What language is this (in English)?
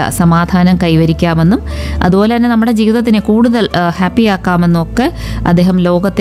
Malayalam